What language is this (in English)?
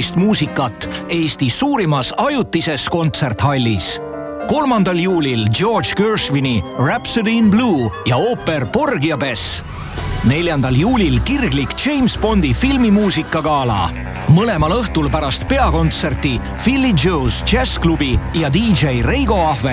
Estonian